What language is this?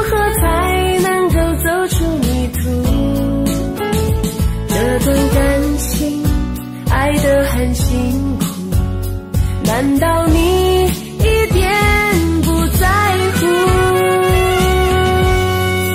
Chinese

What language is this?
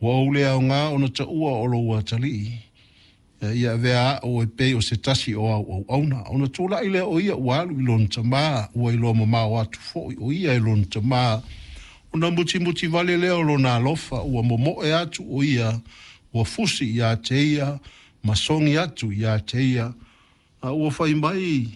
Samoan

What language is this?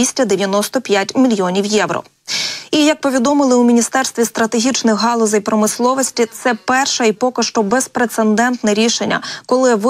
Ukrainian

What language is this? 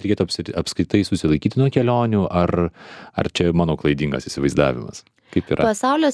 Lithuanian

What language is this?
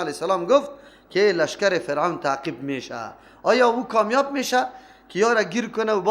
Persian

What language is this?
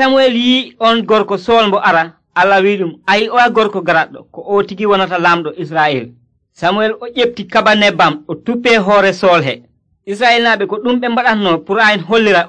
Nigerian Fulfulde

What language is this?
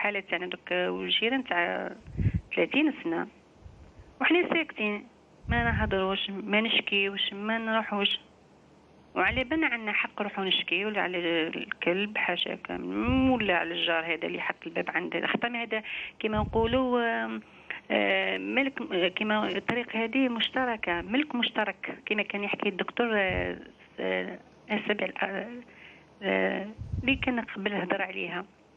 Algerian Arabic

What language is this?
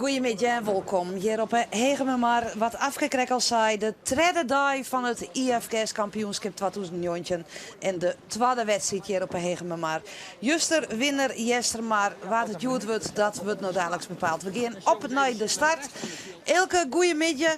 Western Frisian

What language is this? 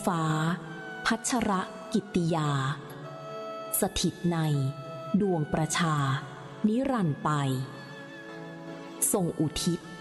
Thai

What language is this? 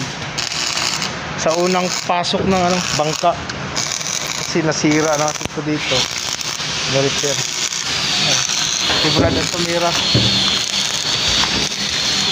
Filipino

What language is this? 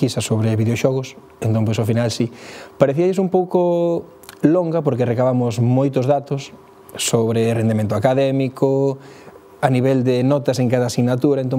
Galician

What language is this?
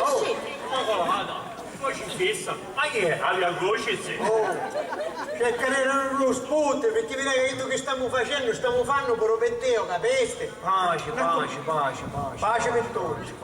Sicilian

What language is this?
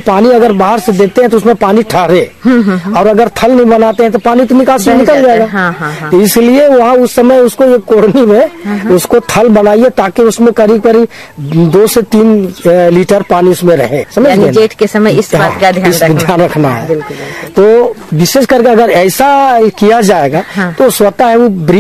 Hindi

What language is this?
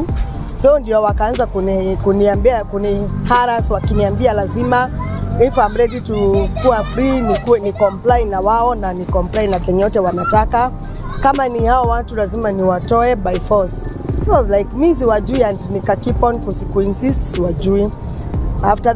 Swahili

